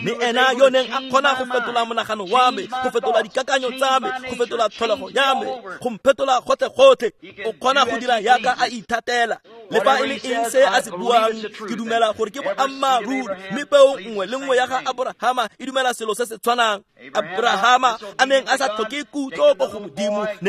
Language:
Tswana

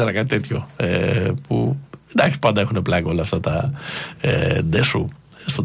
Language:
Greek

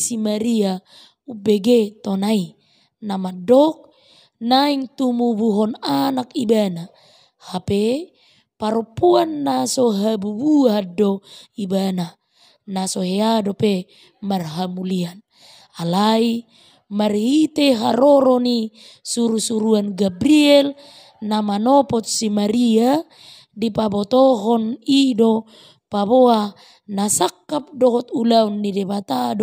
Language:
Batak Toba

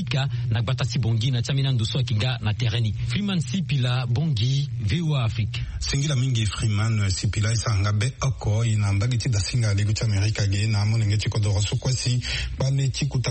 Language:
Sango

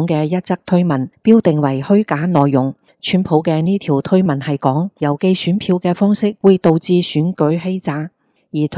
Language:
Cantonese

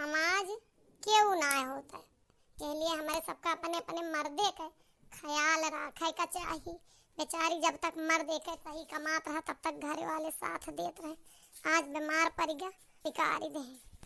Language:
Awadhi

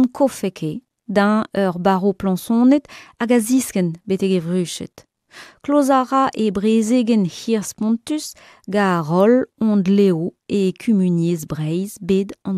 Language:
Breton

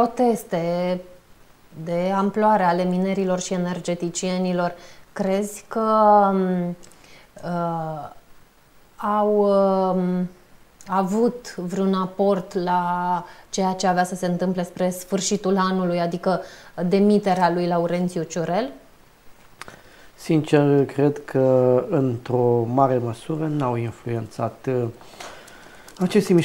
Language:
Romanian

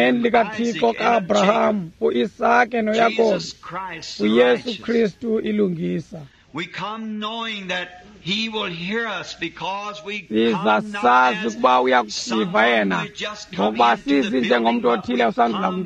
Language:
Xhosa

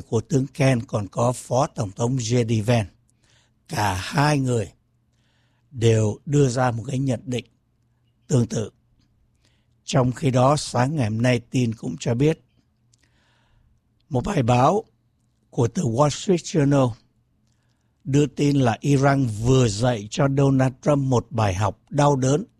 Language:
Vietnamese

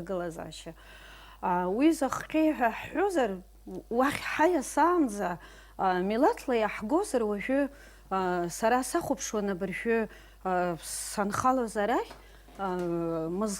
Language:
Abkhazian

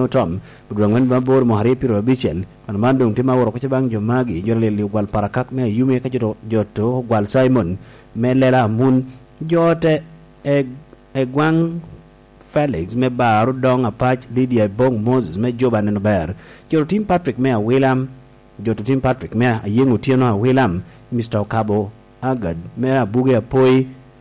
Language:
Lango (Uganda)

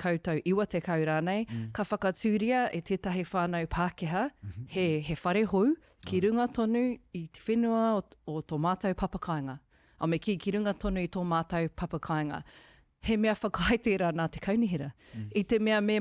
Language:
Māori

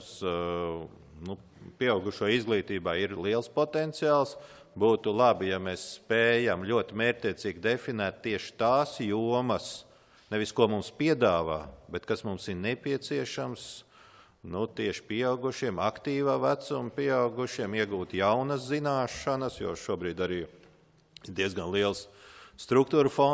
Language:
Latvian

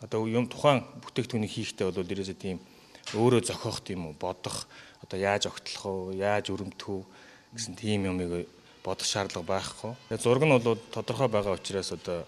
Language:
Mongolian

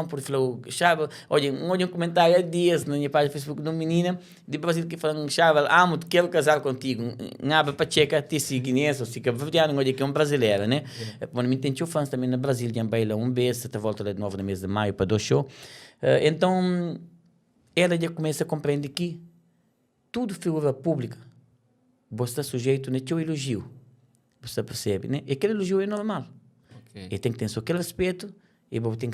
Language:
Kabuverdianu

